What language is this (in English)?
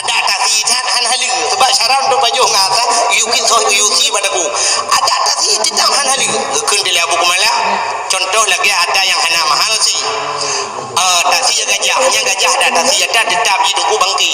Achinese